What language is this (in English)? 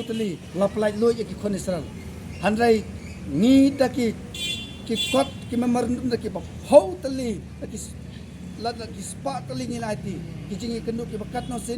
Khasi